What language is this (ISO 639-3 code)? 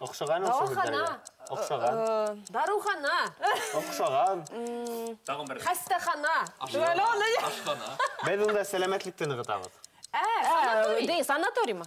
bak